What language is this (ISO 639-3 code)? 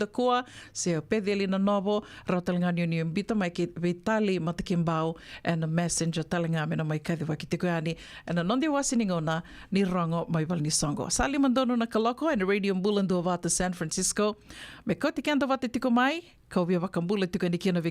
fij